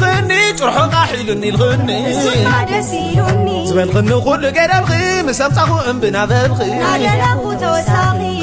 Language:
Tigrinya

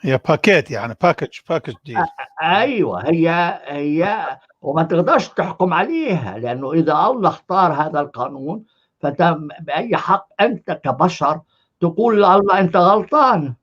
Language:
North Levantine Arabic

